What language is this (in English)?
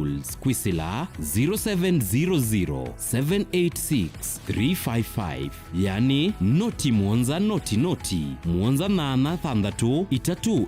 Kamba